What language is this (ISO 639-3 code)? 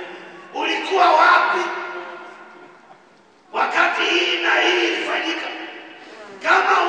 swa